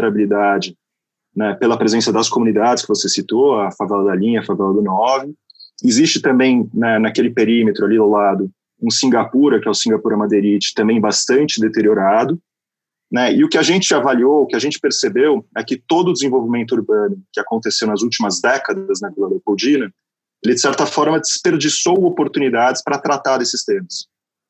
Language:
Portuguese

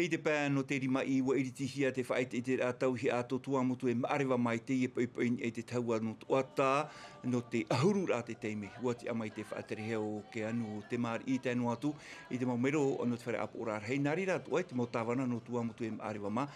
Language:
Tahitian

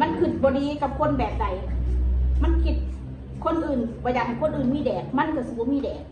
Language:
Northeastern Thai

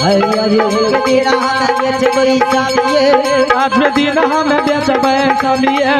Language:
Angika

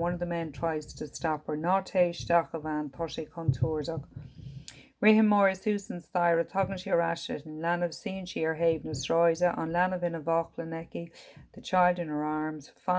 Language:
Irish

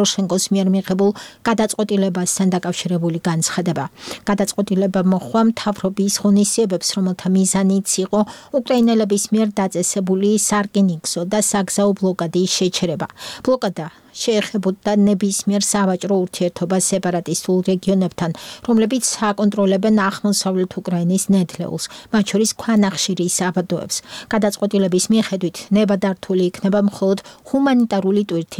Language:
Georgian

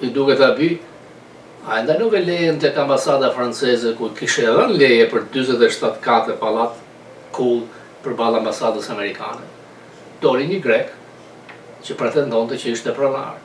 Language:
Albanian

